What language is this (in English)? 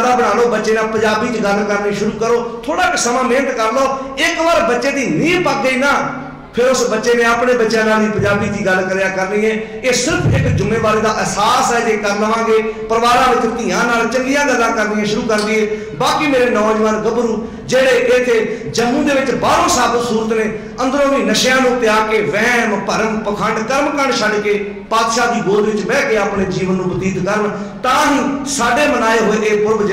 Punjabi